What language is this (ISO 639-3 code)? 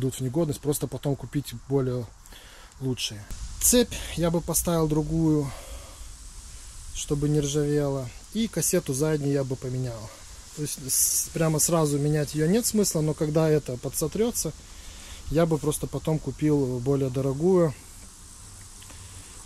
rus